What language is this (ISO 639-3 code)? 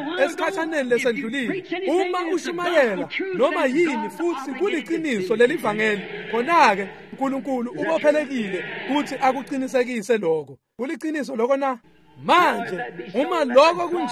ssw